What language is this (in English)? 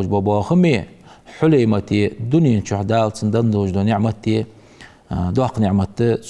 Ingush